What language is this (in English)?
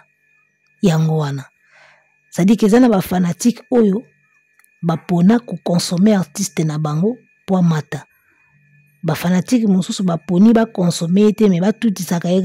Lingala